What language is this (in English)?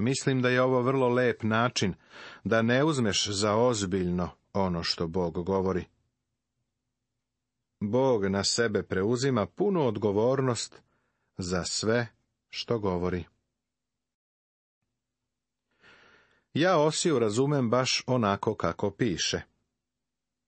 Serbian